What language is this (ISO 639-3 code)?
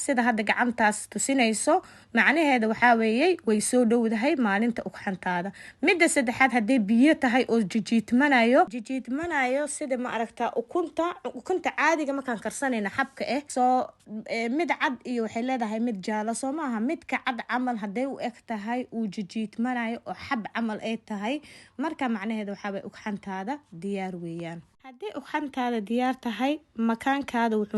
som